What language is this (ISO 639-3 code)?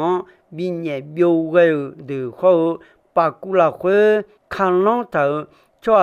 ahk